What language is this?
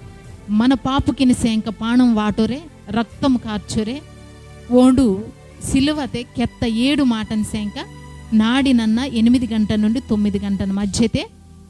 Koya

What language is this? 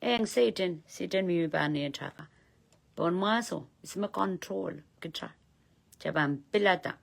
Pohnpeian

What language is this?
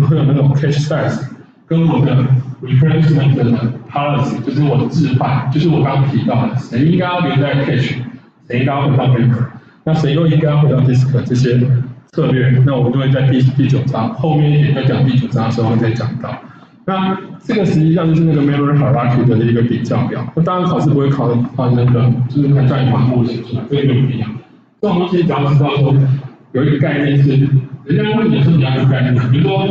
Chinese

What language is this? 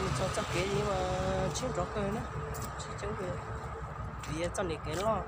Hmong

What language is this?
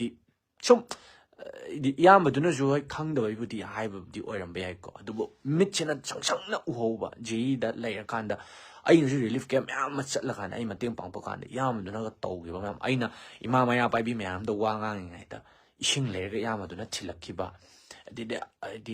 Manipuri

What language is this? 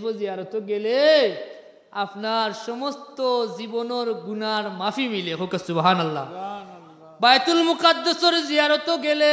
Sylheti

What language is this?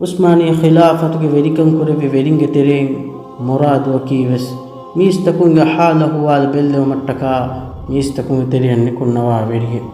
Divehi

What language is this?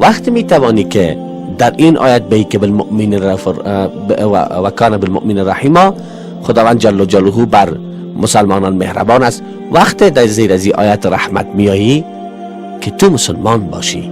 Persian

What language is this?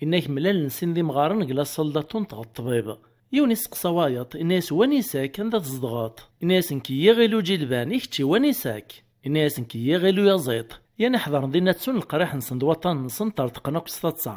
Kabyle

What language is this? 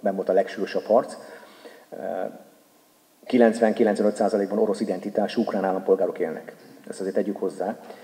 Hungarian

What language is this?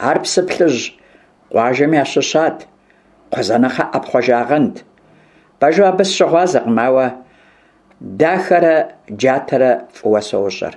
Kabardian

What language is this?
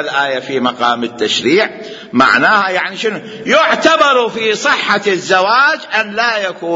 Mesopotamian Arabic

